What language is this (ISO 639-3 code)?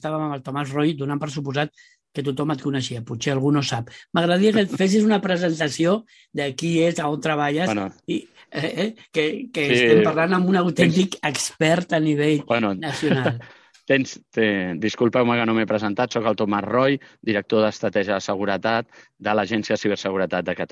cat